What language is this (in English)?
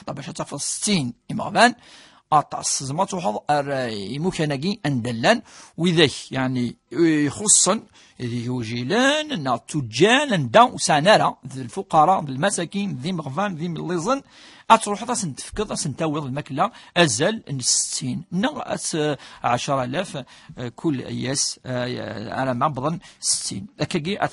Kabyle